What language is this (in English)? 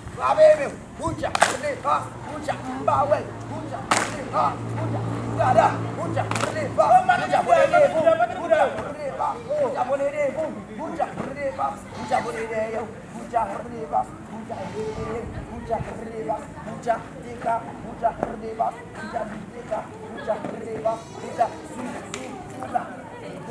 Haitian Creole